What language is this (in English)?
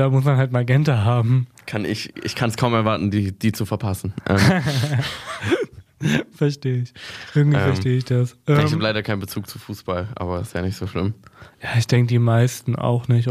German